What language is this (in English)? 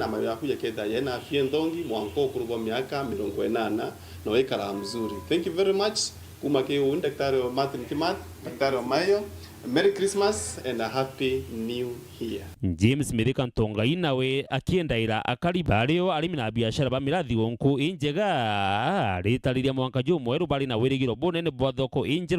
Meru